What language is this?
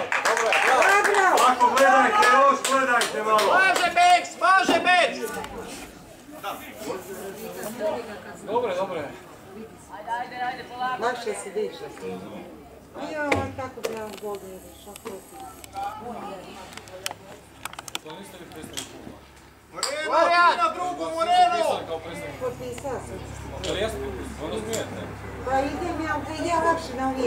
Croatian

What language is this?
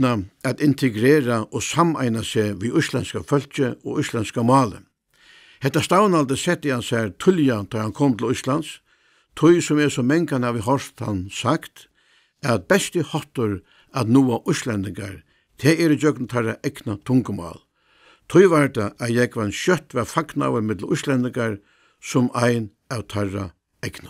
Faroese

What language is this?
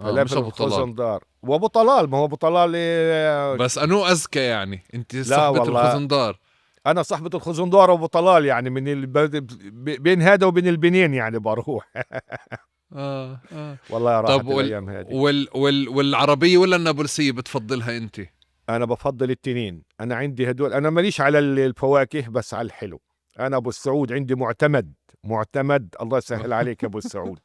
North Levantine Arabic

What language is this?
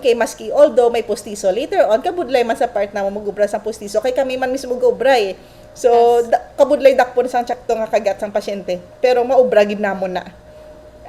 Hiligaynon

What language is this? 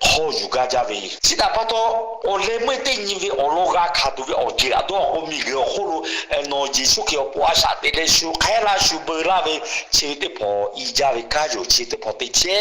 Lahu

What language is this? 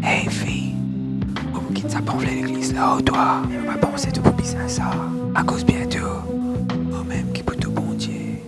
Morisyen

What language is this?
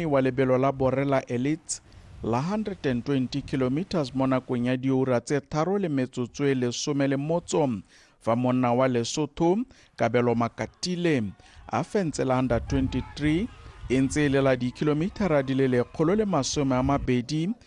Tswana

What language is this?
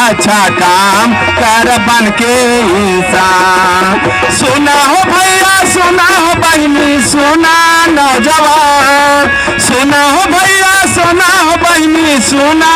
Magahi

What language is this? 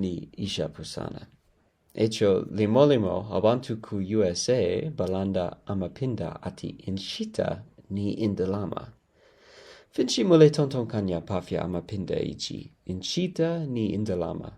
Bemba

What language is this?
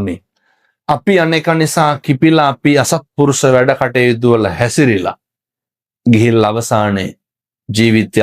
Sinhala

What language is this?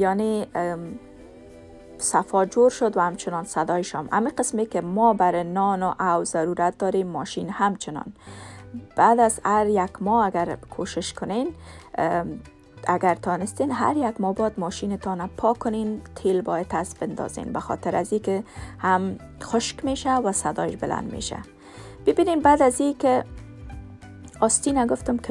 Persian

